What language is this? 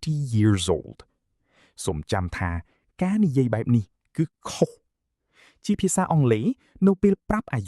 Khmer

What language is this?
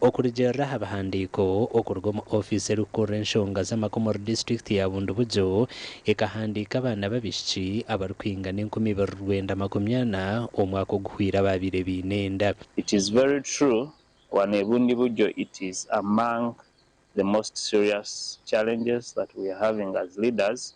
Nyankole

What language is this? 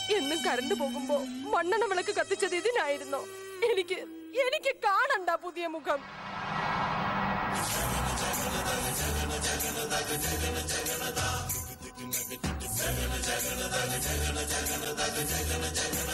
Malayalam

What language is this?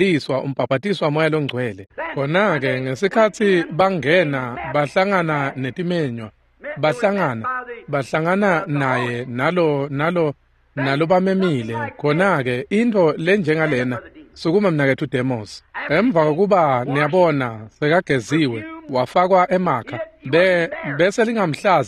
Swati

